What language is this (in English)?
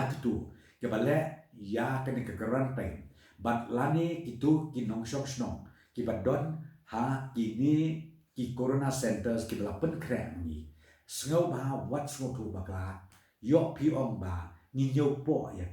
Khasi